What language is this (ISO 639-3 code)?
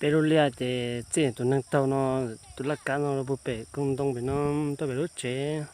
hmn